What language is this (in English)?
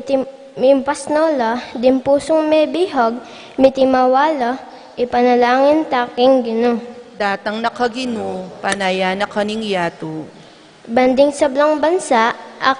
Pampanga